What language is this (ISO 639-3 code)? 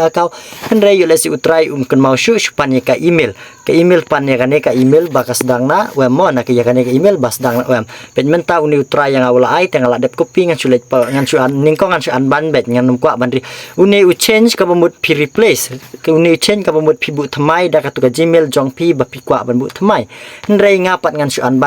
kha